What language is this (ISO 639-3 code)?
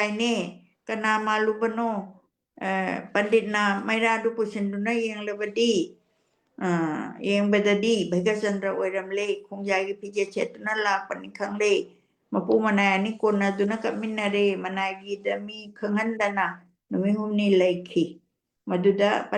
mni